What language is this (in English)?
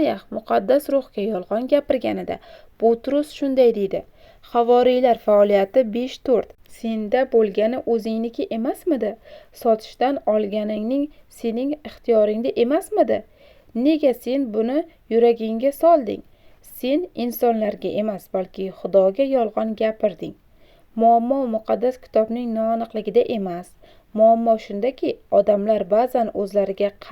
Uzbek